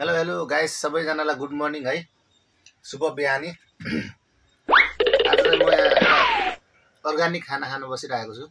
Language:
Nepali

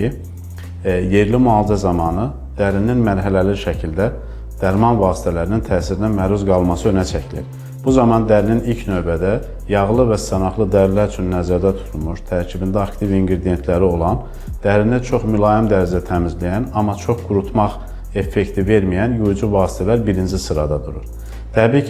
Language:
Azerbaijani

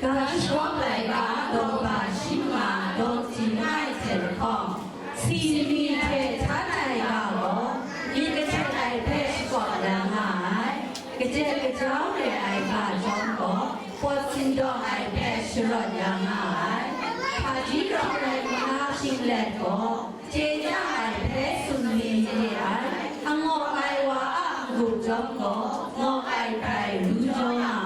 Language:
Kachin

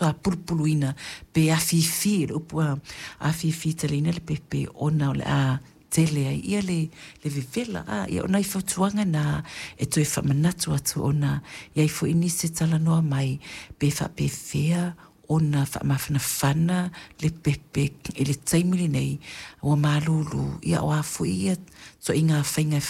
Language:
Samoan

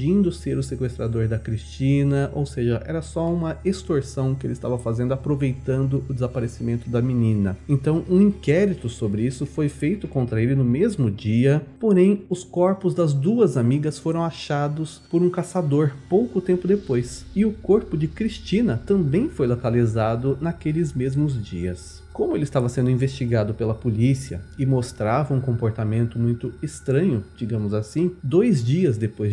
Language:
Portuguese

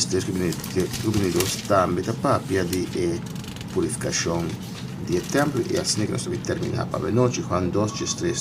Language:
Papiamento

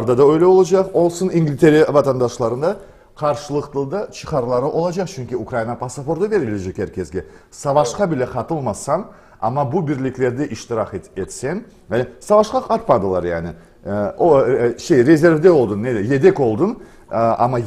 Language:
Crimean Tatar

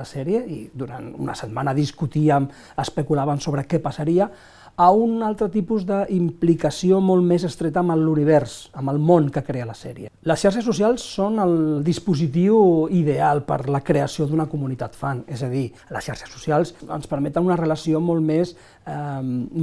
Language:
Catalan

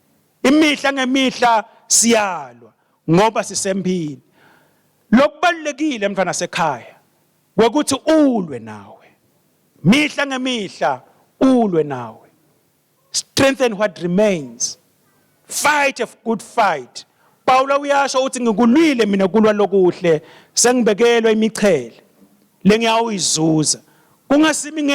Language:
Swati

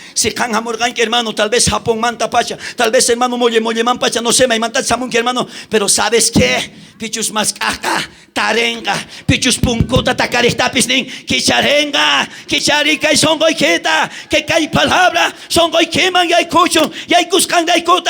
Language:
South Bolivian Quechua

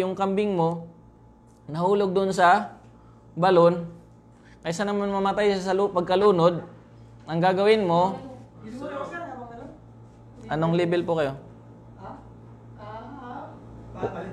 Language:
Filipino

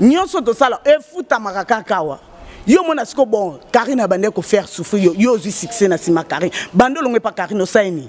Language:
Lingala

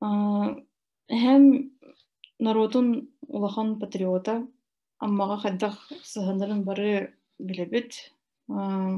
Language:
Yakut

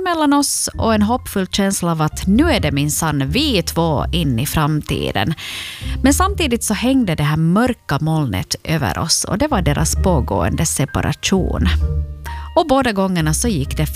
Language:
Swedish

